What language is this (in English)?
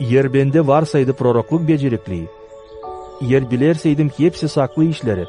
Gagauz